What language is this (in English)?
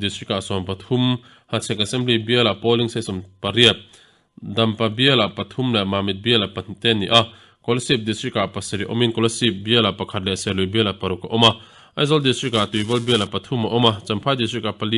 Mizo